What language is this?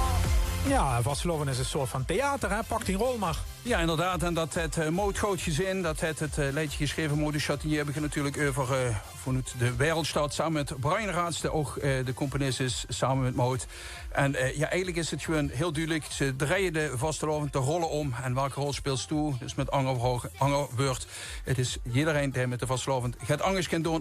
Limburgish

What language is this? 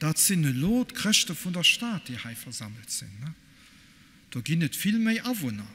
Luxembourgish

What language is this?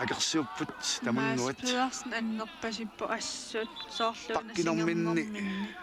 Kalaallisut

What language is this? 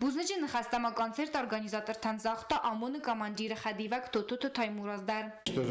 Ossetic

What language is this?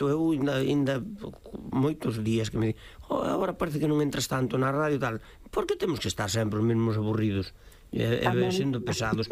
Galician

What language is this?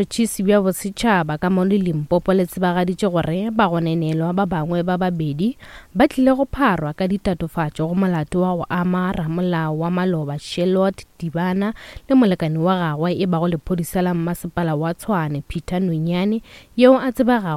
Northern Sotho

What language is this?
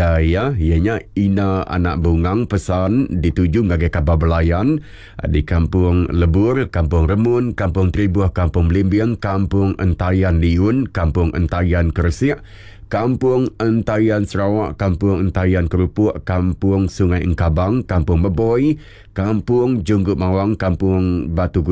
Iban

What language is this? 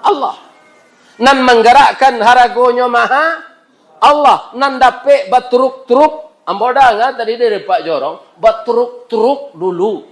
Minangkabau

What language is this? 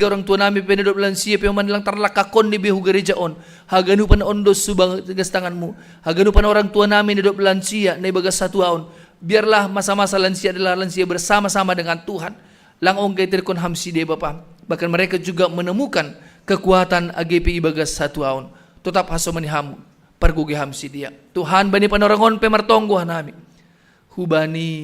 Batak Simalungun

